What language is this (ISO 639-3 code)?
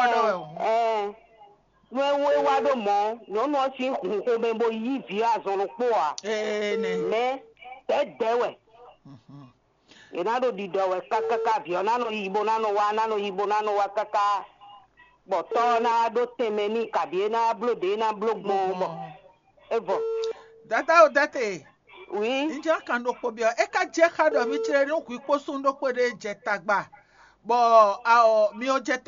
fon